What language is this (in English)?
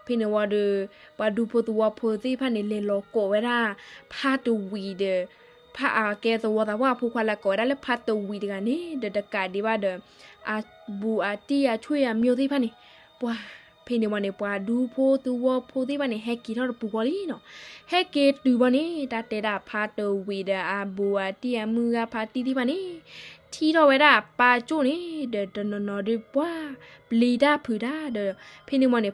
S'gaw Karen